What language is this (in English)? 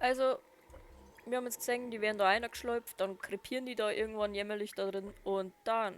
Bavarian